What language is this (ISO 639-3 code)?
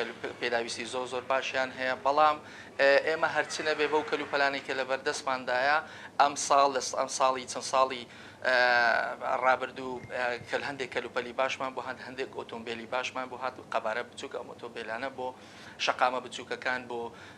ckb